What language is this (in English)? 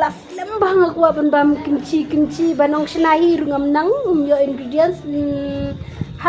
Khasi